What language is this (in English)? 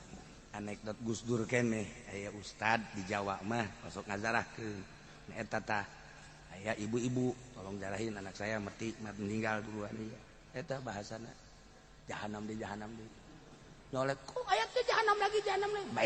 Sundanese